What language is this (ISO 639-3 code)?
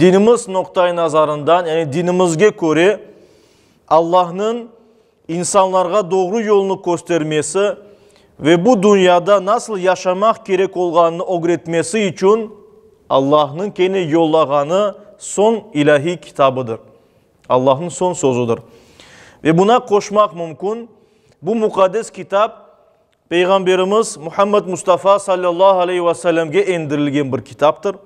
crh